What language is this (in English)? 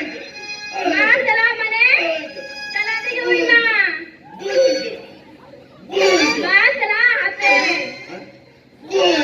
Santali